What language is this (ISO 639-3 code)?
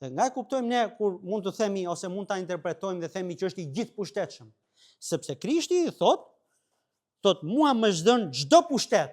sqi